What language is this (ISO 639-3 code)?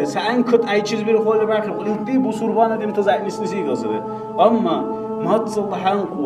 dar